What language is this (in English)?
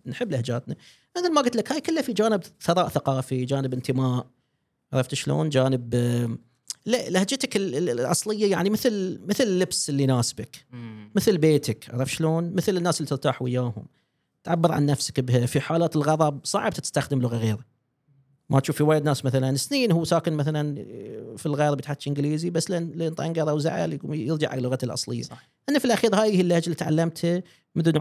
Gulf Arabic